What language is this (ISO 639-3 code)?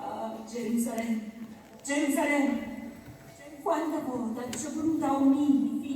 nap